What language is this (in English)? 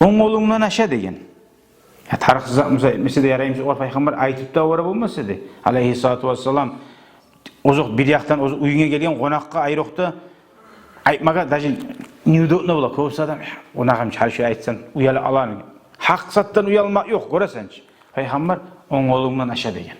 Kumyk